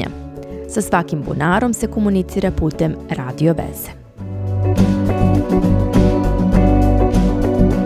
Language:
Serbian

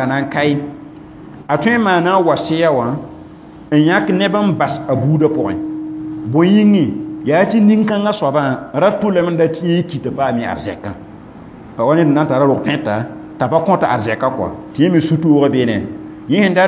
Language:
Mossi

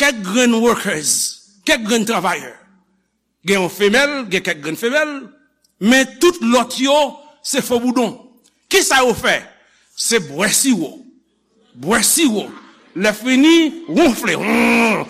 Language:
Haitian Creole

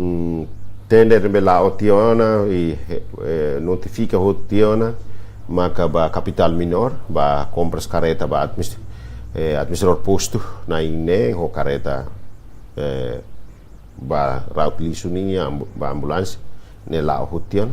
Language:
Tetum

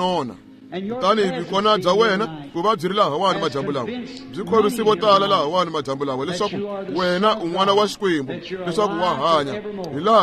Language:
Tsonga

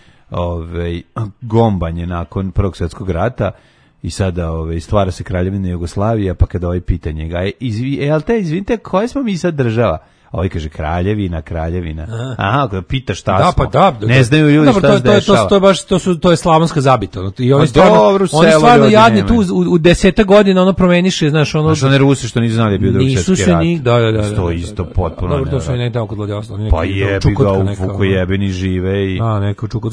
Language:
Serbian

